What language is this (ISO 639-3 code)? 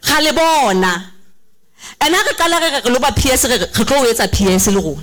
sot